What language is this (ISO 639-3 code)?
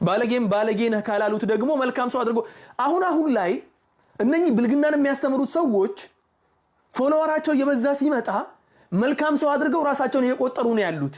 amh